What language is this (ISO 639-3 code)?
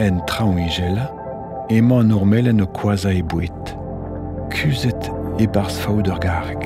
bre